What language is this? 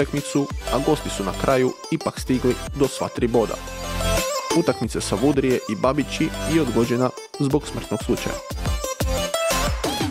Croatian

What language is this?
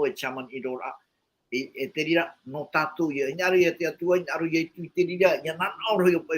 Tahitian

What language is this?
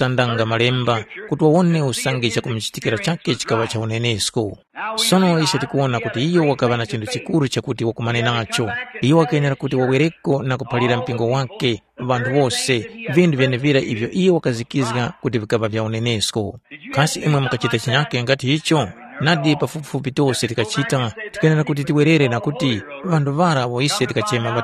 Tumbuka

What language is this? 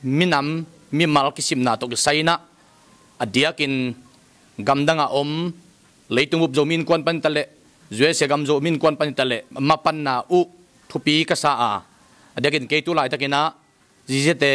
Tedim Chin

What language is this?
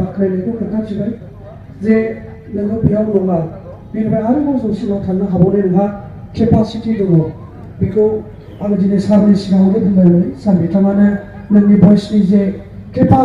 Bodo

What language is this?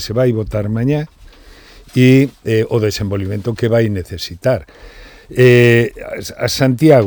Galician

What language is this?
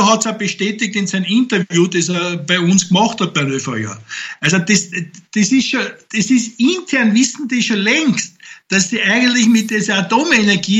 German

